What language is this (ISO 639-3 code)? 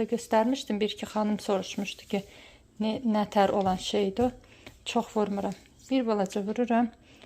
aze